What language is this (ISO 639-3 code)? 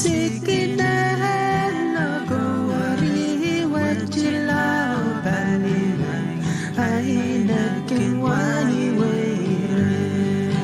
pon